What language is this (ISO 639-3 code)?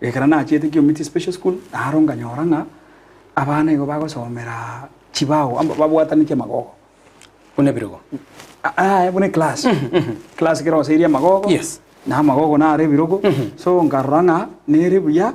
guz